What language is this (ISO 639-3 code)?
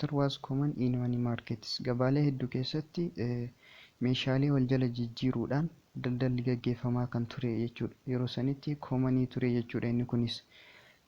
orm